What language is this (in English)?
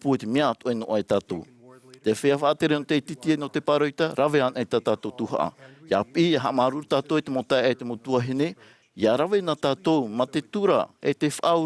Tahitian